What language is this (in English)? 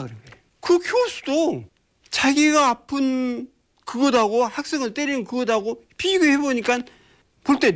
Korean